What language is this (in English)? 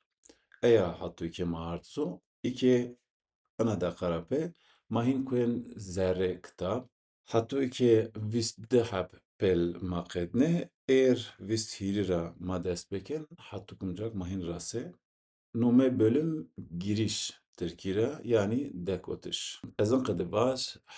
Zaza